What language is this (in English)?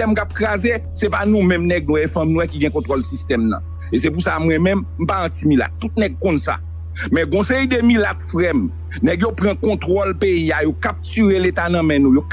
Haitian Creole